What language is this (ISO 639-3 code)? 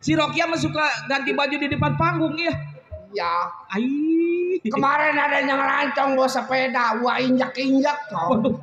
bew